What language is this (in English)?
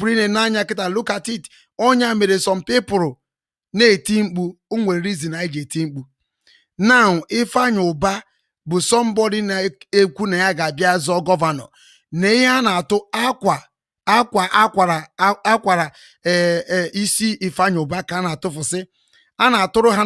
Igbo